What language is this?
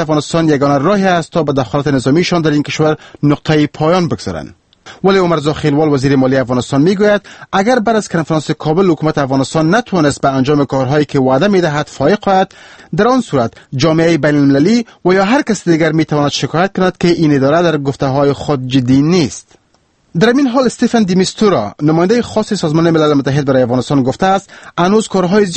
Persian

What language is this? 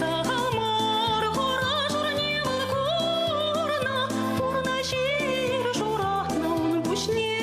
Chuvash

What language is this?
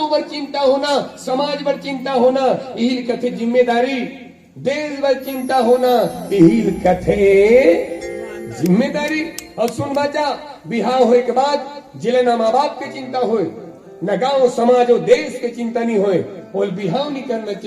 Chhattisgarhi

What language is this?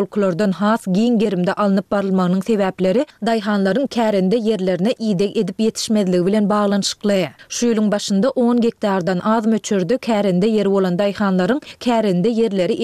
Turkmen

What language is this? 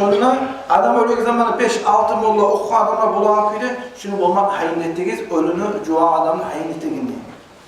Kumyk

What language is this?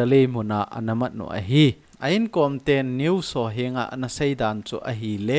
Thado Chin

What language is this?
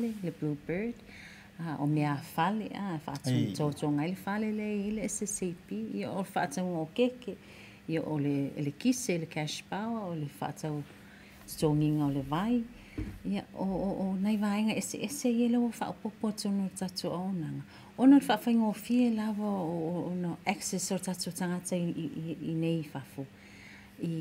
Samoan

